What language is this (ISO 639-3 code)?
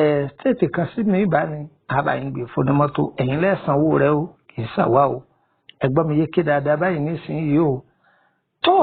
yor